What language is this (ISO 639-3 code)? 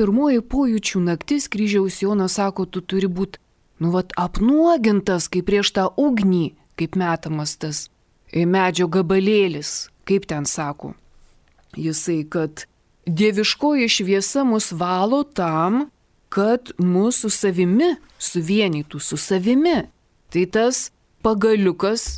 lit